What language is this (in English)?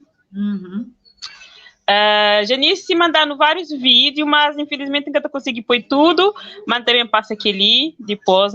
Kabuverdianu